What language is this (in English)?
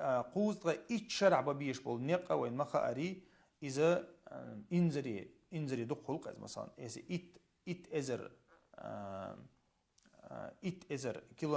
Chechen